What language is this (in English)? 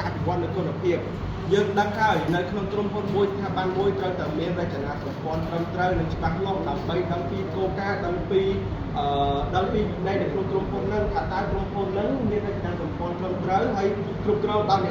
Khmer